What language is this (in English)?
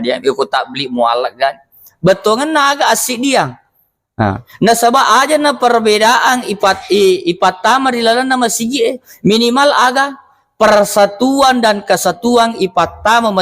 Buginese